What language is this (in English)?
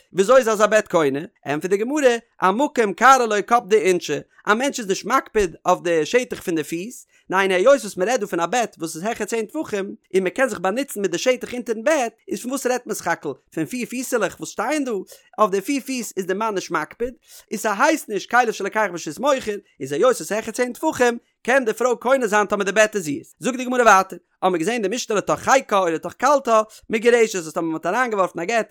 Yiddish